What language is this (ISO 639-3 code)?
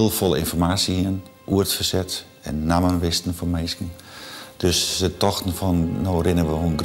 fry